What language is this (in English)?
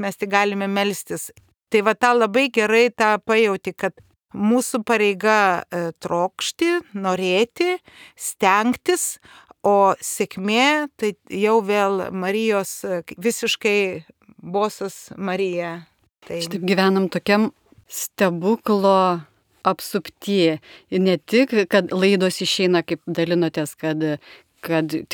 Lithuanian